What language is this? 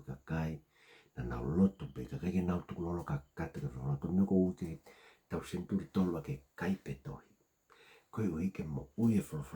Tongan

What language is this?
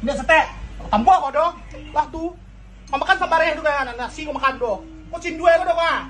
Minangkabau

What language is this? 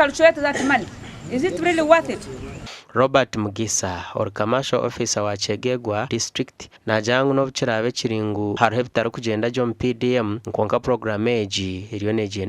Nyankole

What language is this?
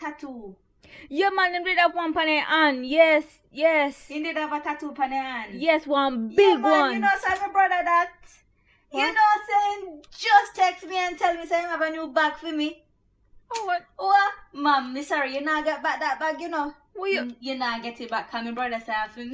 Jamaican Creole English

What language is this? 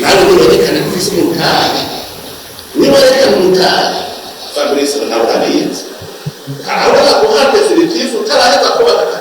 Rundi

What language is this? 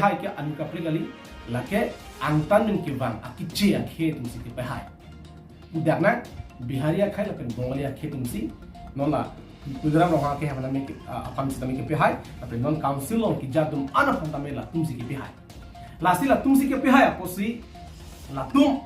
Karbi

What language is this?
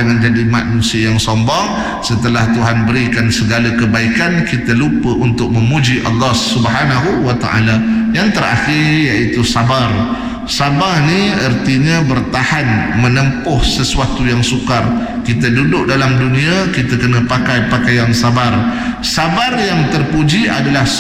Malay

